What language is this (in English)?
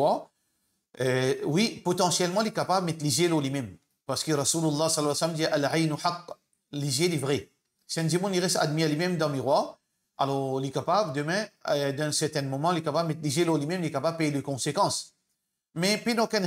Morisyen